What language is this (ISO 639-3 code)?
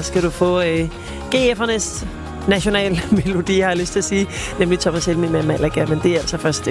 dan